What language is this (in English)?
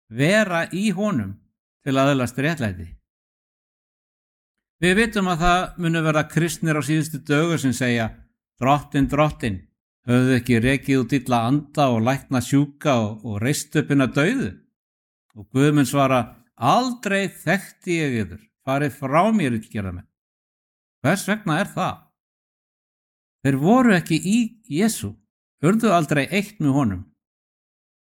Icelandic